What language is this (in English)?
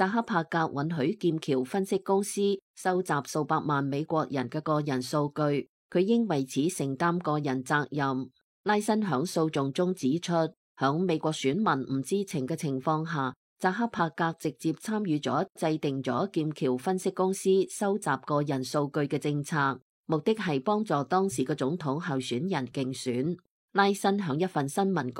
Cantonese